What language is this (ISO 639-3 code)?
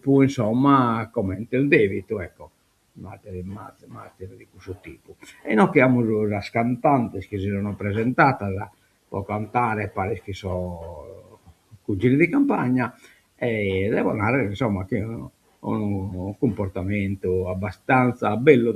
srd